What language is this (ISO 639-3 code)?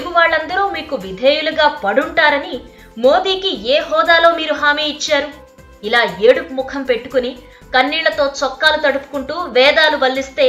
tel